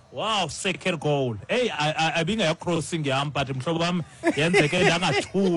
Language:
Xhosa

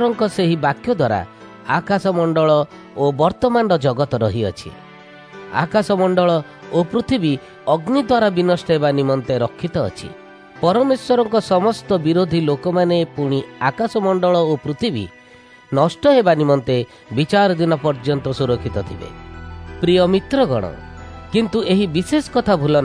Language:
Odia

